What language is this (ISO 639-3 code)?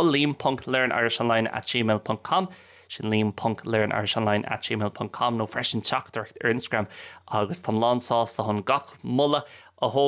gle